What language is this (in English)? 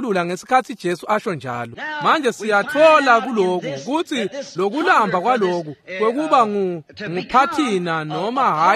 Swati